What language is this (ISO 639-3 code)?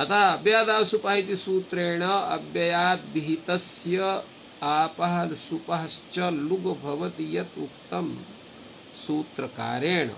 san